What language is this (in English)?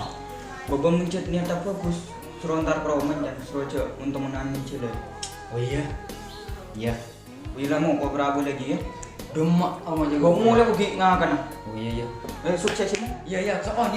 Madurese